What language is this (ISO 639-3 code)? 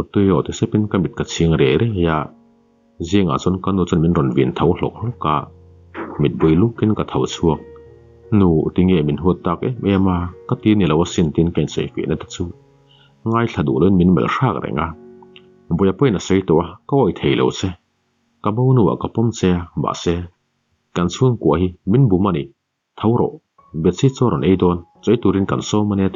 lus